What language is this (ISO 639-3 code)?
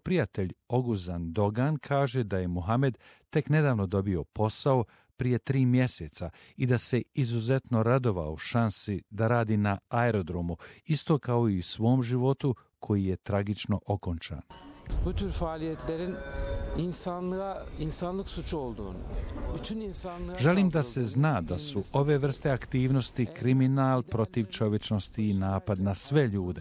hrv